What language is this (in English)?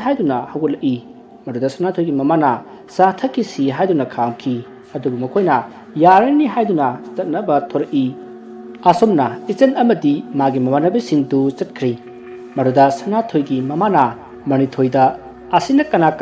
Manipuri